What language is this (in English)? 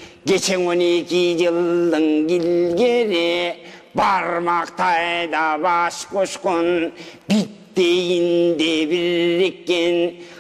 Kyrgyz